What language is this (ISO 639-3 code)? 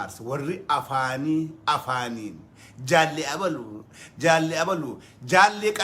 orm